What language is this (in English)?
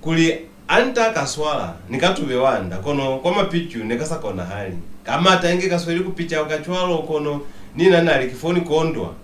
Lozi